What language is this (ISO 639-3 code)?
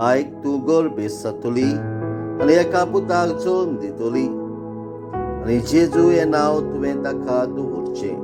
kok